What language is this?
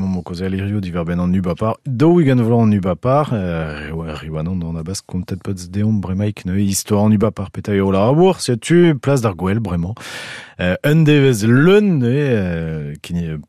Breton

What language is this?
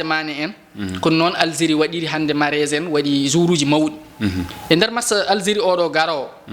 Fula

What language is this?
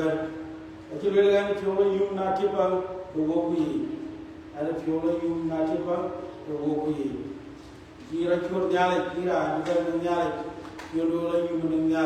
Dinka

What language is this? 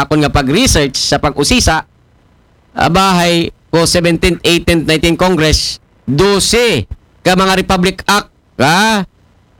Aklanon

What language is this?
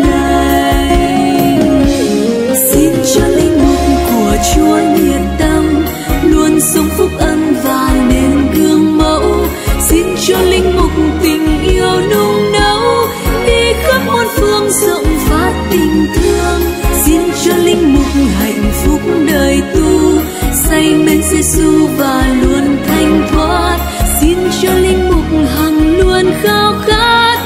Vietnamese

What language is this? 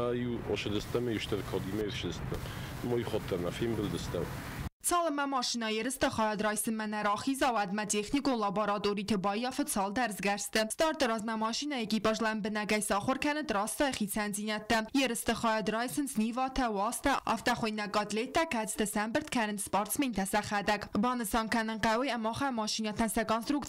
Ossetic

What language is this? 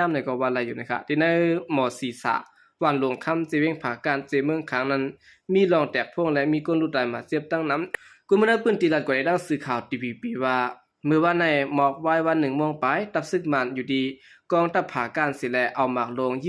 Shan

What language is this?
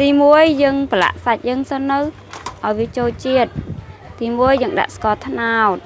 Khmer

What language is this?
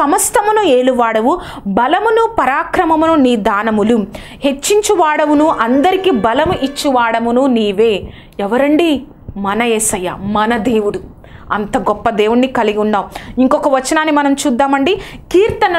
Telugu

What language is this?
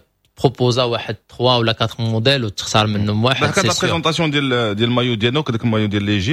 Moroccan Arabic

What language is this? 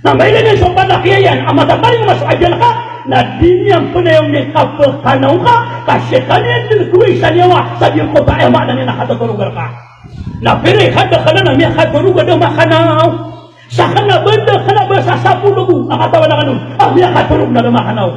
Maranao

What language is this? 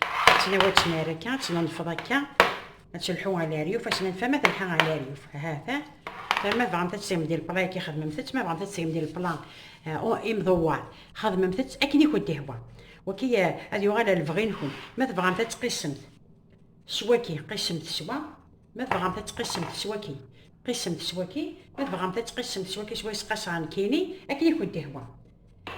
Kabyle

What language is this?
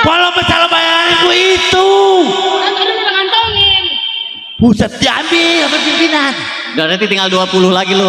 Betawi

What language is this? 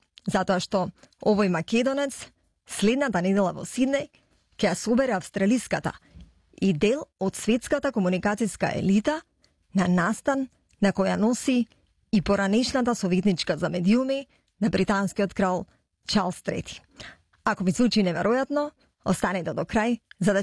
Macedonian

